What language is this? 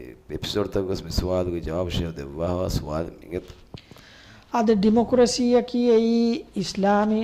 Divehi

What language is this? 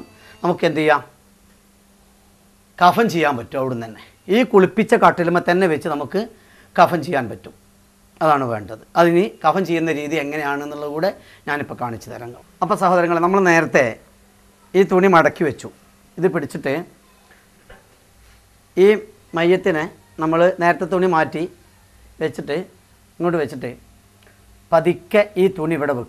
Malayalam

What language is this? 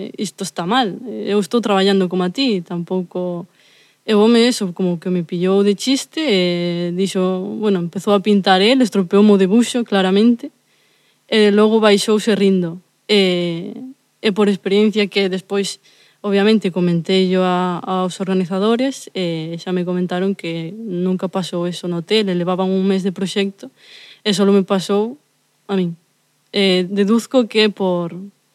Galician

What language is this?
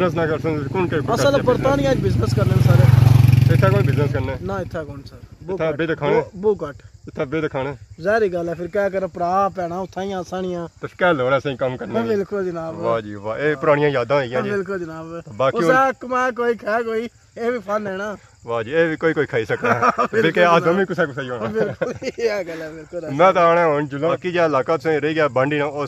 Pahari-Potwari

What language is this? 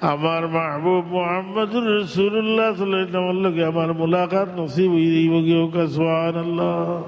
Sylheti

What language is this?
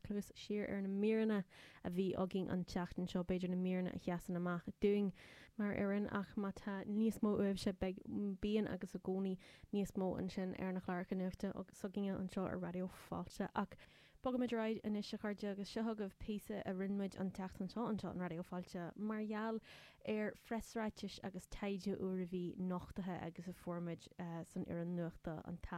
Irish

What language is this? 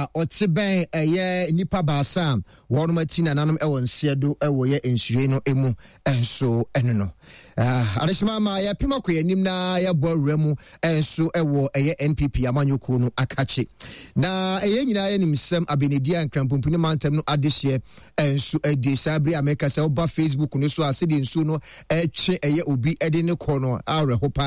Akan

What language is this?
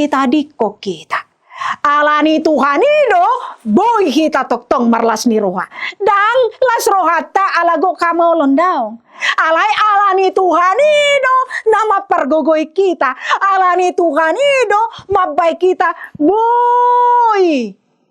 Batak Toba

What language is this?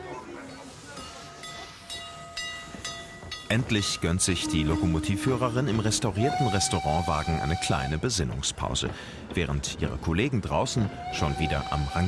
German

